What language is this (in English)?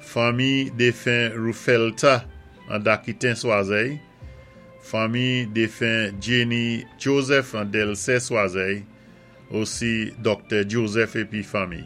Saint Lucian Creole French